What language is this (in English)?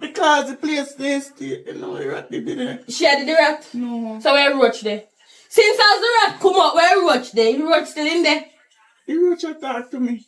Jamaican Creole English